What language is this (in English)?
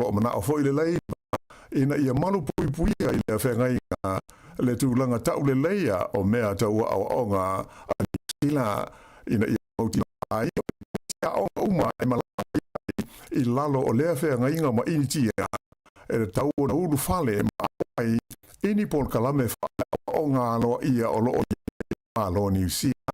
Samoan